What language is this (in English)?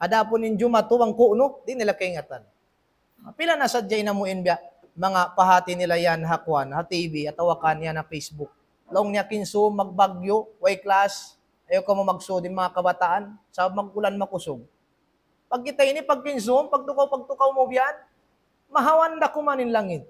Tausug